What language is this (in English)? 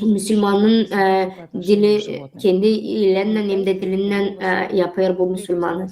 Gagauz